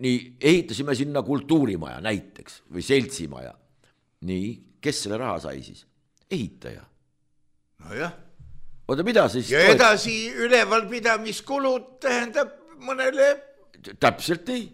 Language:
Estonian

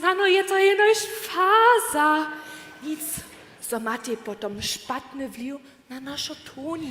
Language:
Upper Sorbian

